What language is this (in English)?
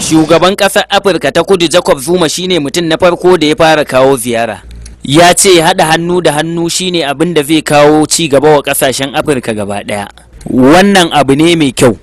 Hausa